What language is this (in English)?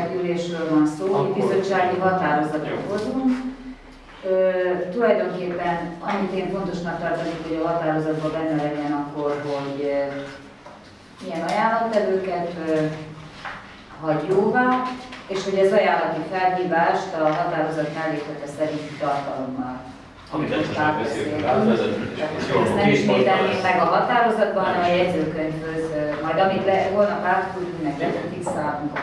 Hungarian